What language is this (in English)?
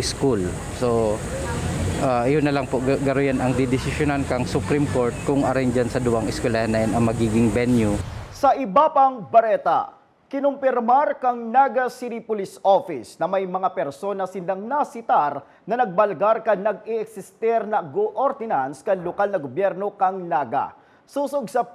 Bikol